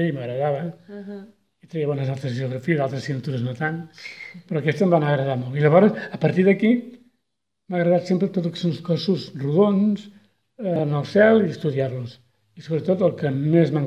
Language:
Catalan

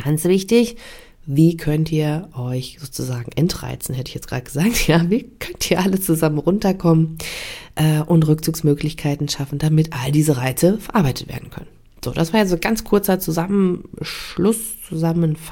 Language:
German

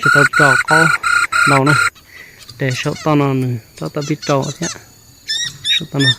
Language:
Hmong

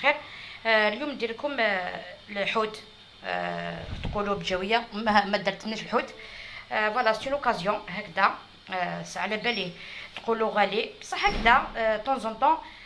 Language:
Algerian Arabic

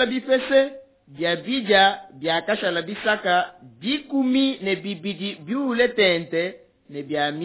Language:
Luba-Lulua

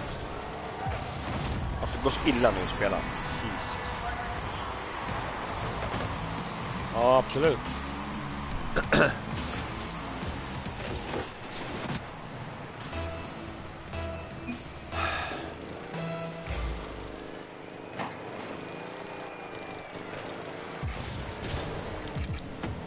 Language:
Swedish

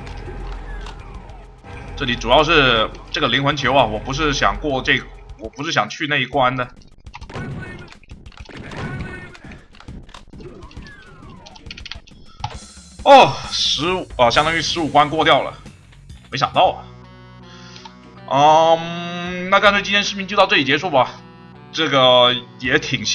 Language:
Chinese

